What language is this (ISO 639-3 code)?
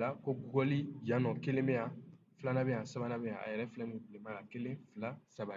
bam